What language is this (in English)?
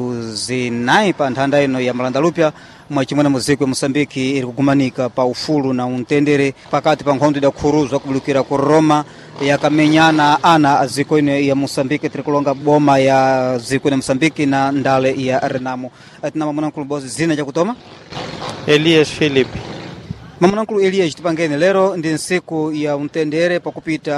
Sena